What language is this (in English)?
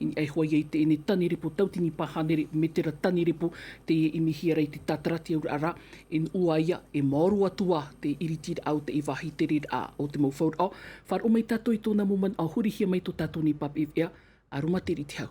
Tahitian